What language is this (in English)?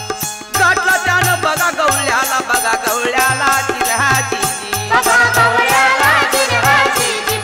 Marathi